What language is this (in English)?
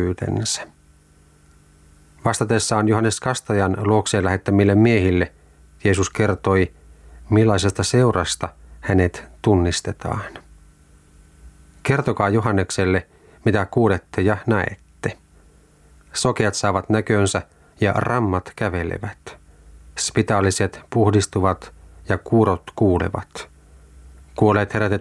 Finnish